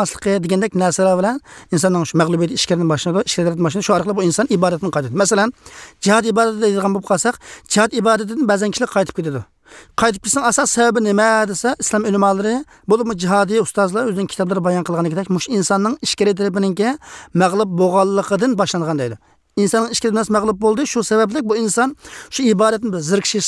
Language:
Uyghur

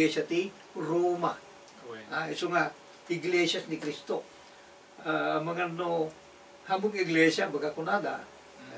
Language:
Iloko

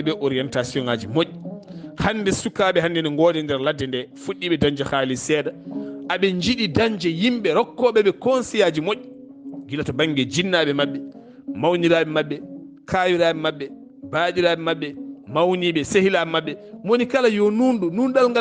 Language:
Fula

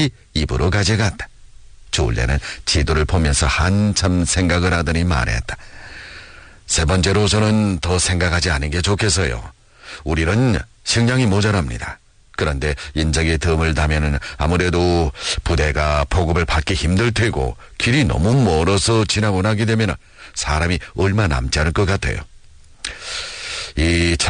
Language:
Korean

